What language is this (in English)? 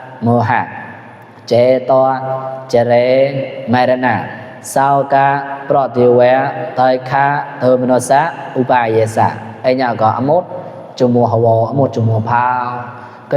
Mon